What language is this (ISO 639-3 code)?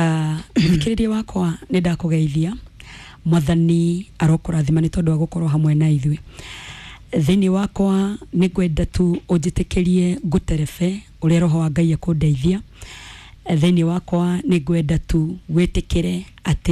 kik